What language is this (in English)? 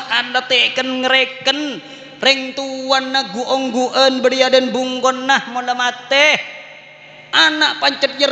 Madurese